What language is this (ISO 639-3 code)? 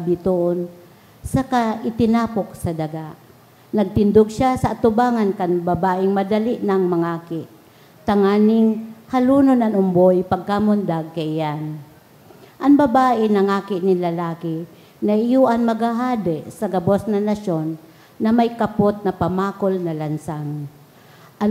bik